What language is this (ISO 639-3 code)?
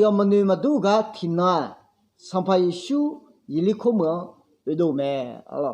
ahk